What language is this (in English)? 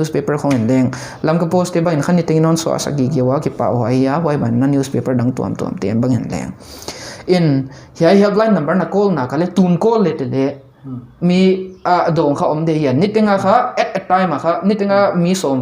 Paite Chin